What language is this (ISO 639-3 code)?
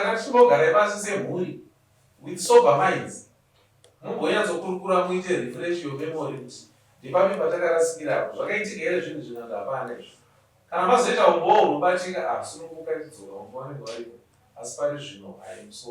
sna